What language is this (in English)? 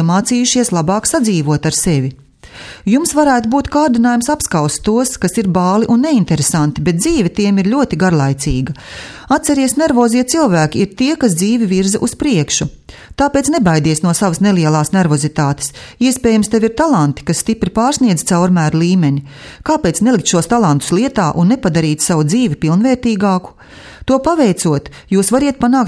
Latvian